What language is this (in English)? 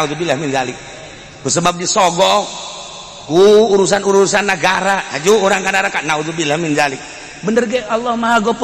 Sundanese